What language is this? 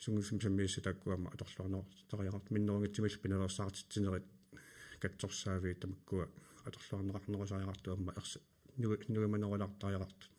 Kalaallisut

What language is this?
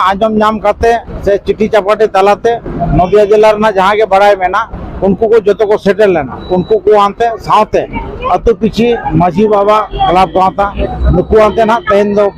Santali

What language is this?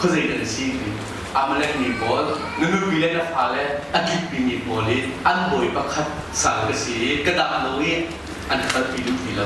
Hakha Chin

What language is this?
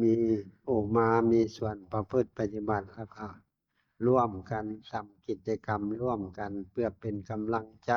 Northeastern Thai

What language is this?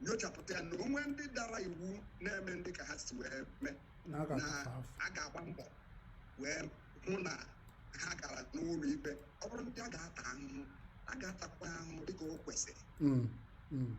Igbo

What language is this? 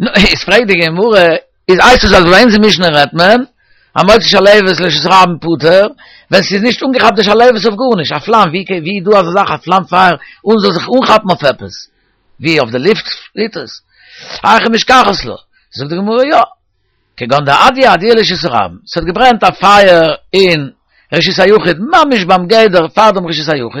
Yiddish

